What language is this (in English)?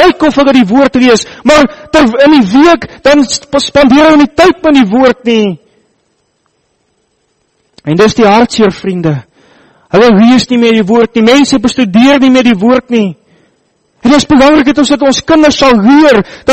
Afrikaans